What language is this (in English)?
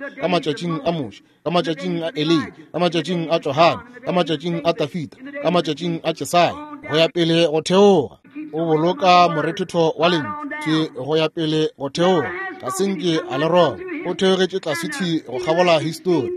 Northern Sotho